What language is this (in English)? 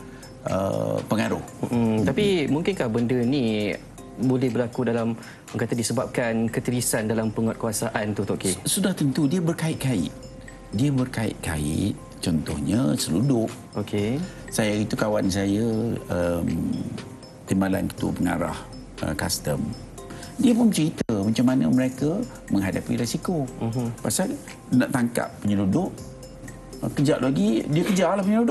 Malay